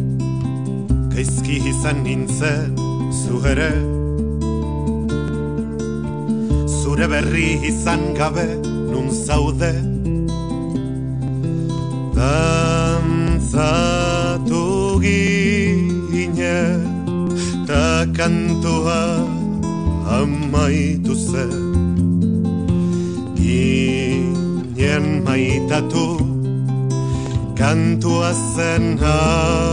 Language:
Basque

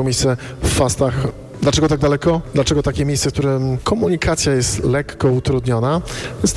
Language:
Polish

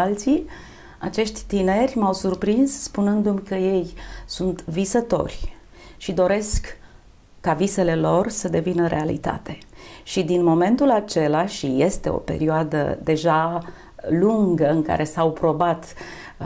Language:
Romanian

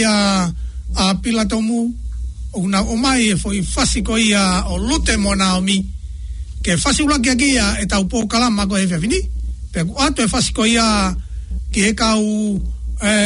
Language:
Tongan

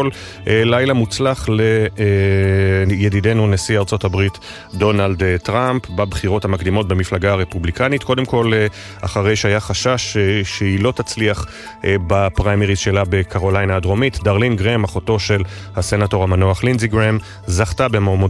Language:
Hebrew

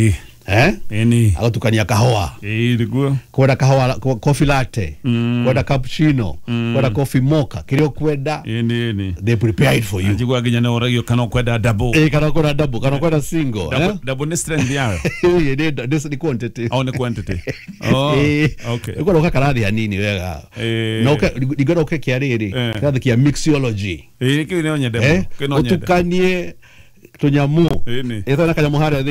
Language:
Kikuyu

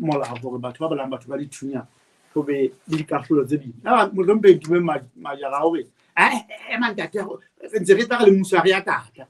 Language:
Southern Sotho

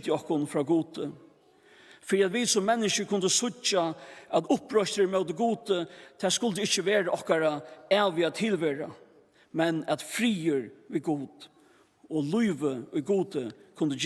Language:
Faroese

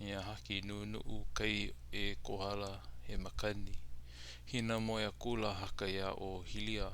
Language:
Hawaiian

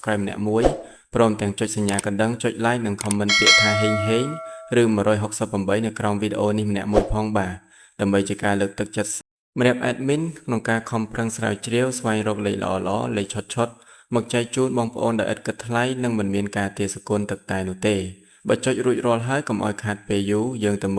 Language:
Khmer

